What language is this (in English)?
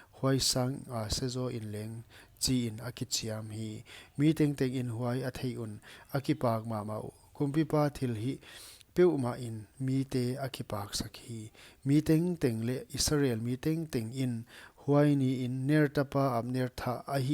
Paite Chin